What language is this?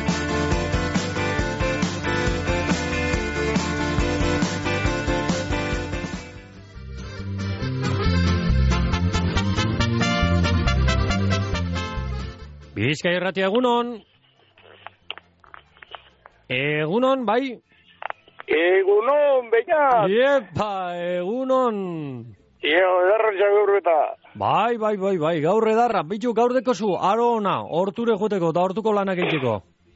Basque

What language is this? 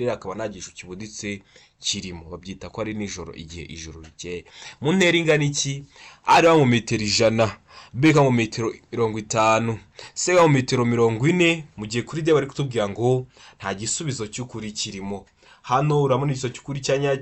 Kinyarwanda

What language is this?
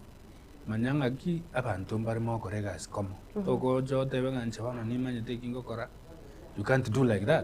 Gusii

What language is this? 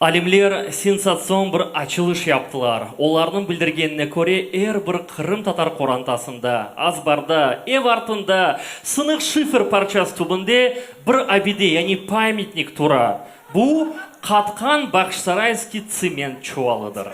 Crimean Tatar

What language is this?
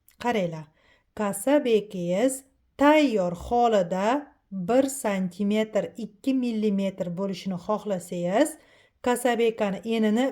Uzbek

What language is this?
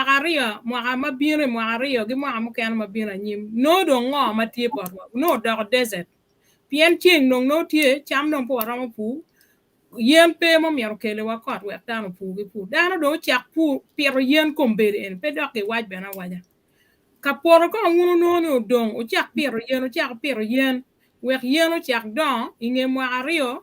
Acoli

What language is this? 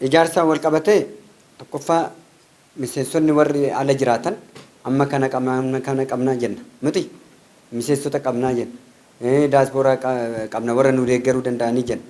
Oromo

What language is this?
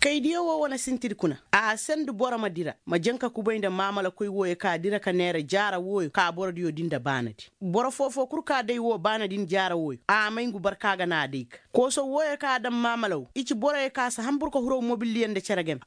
Koyraboro Senni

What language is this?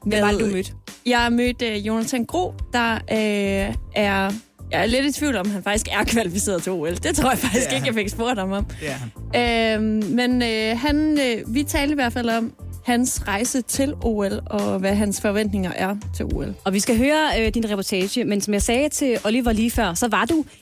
Danish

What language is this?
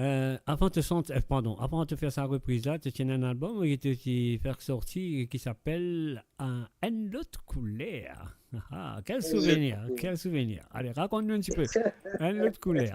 Morisyen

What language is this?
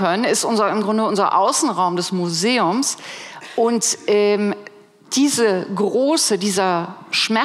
German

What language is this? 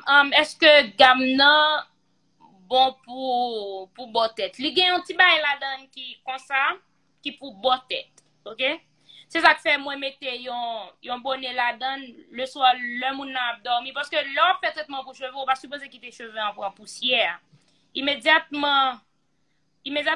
Haitian Creole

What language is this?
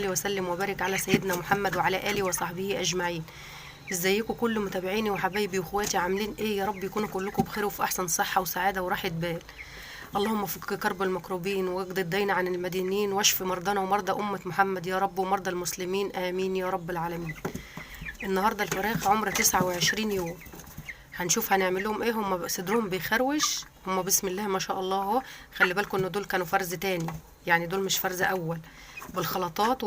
Egyptian Arabic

